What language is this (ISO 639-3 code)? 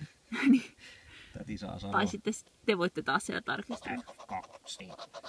fin